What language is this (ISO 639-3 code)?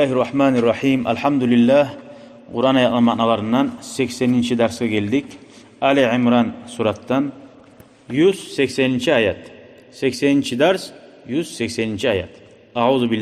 kum